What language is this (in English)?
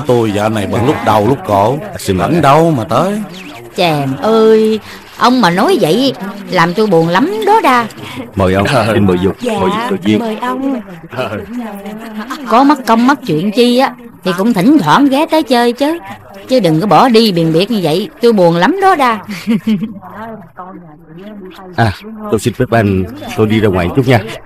Vietnamese